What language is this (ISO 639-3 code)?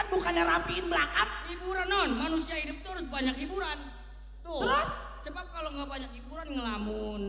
bew